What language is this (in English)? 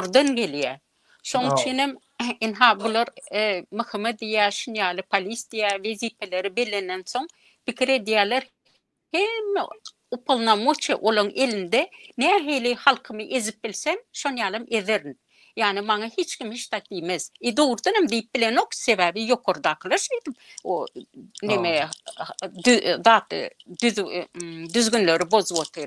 Turkmen